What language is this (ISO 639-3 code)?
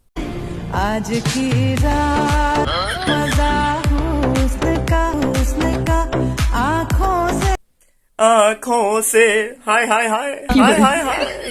sck